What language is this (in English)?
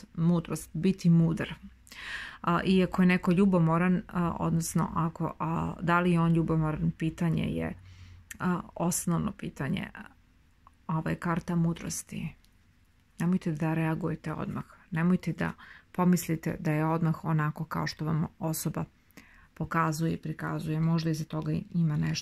Serbian